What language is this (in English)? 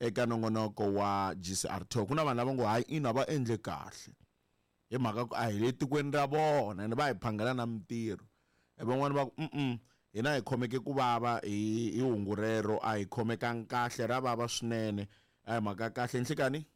Tsonga